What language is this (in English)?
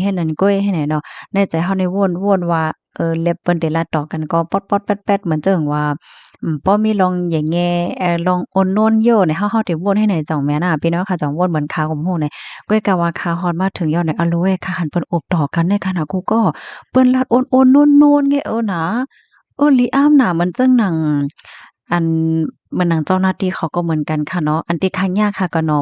Shan